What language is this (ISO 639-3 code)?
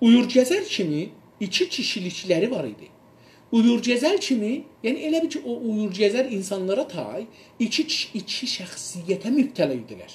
azb